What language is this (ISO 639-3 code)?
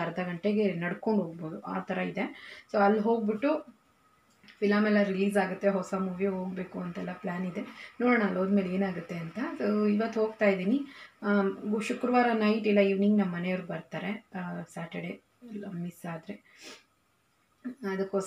kan